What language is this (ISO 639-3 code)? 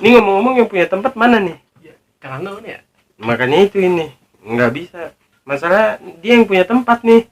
bew